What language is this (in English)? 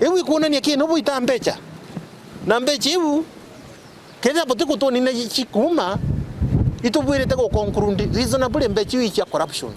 Meru